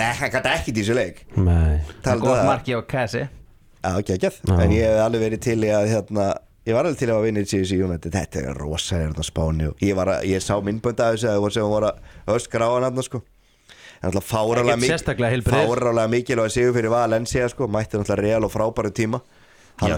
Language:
Icelandic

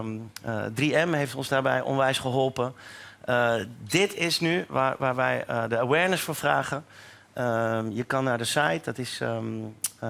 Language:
Dutch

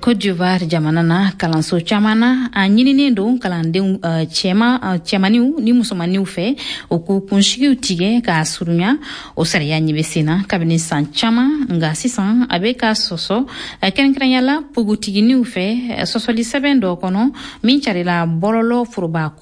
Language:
Bambara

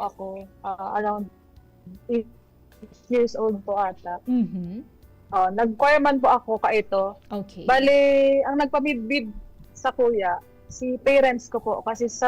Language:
Bikol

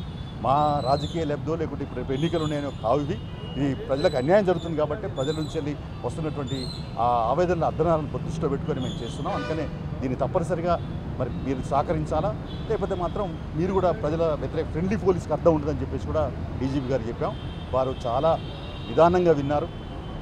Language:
Telugu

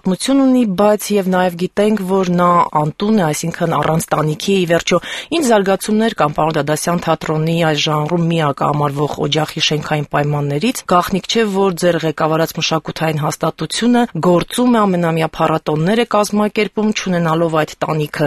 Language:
Armenian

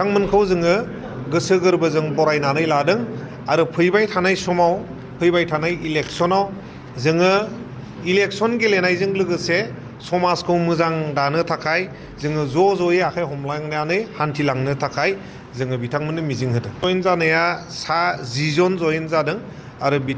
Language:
Bodo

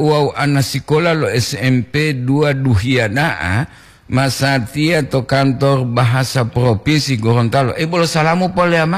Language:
Gorontalo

